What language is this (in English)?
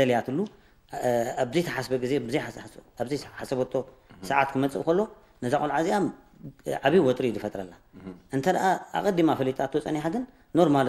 Tigrinya